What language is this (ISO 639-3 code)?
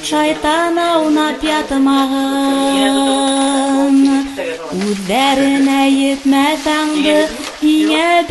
bak